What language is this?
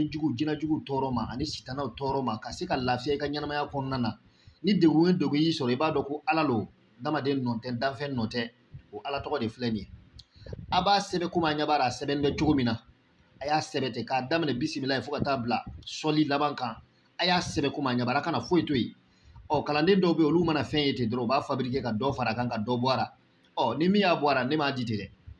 Bambara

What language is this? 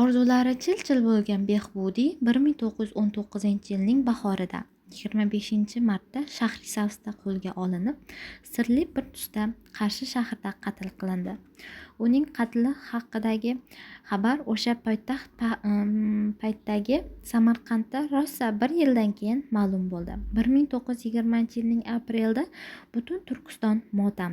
Uzbek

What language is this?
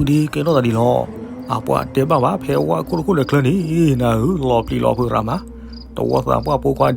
S'gaw Karen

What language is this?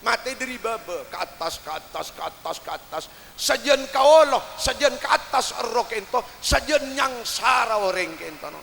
Madurese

